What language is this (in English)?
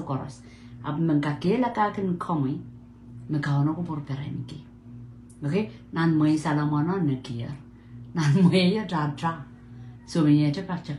Pohnpeian